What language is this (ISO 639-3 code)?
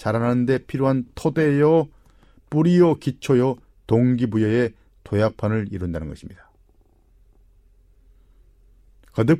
kor